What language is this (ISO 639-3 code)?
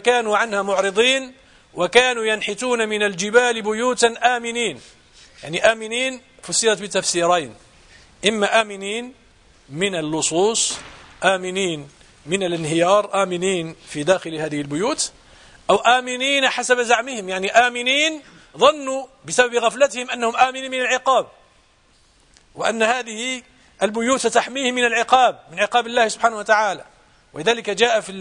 ara